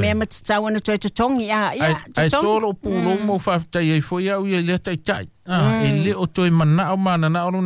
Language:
Samoan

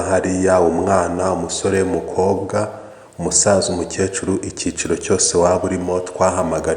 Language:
Kinyarwanda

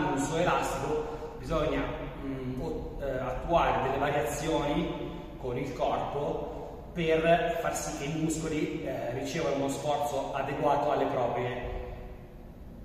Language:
Italian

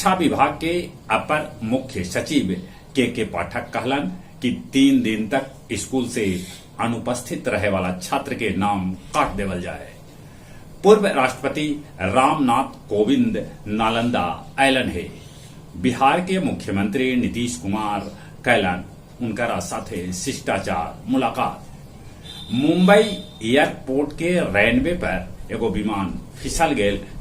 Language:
Magahi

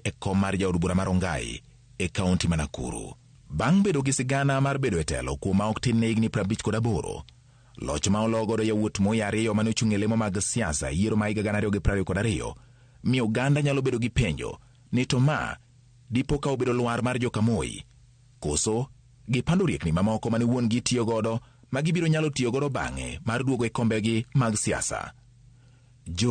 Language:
Luo (Kenya and Tanzania)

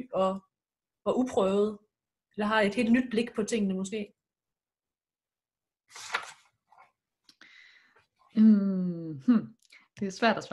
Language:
Danish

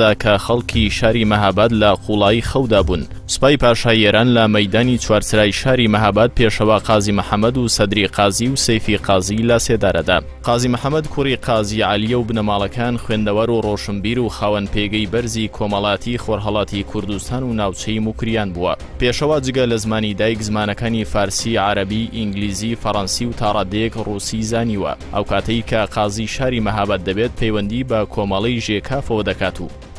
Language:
Central Kurdish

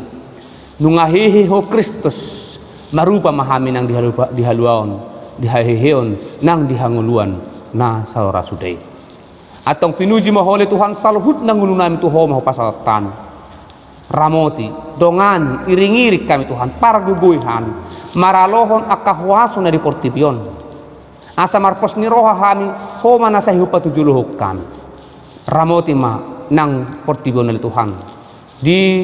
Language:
Batak Toba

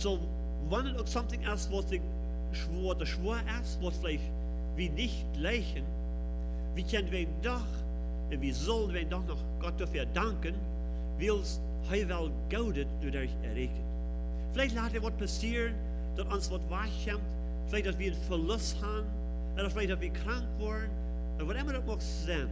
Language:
Plautdietsch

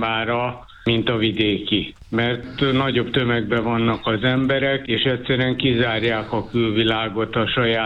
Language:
Hungarian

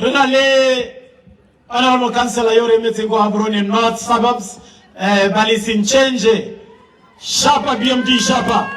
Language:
Tswana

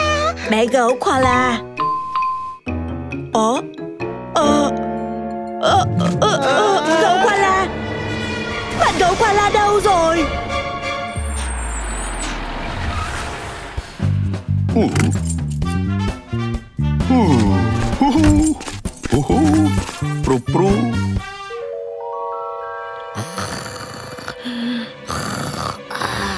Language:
Vietnamese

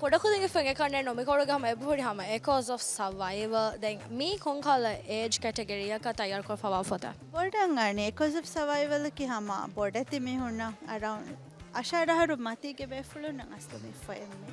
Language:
Divehi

